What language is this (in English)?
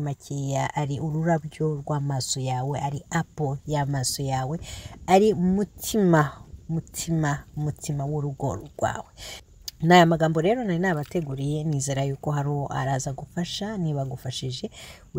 Kinyarwanda